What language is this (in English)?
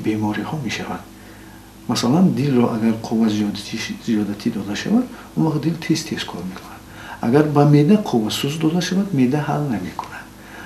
Tajik